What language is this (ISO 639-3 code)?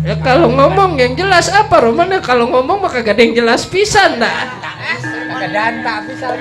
bew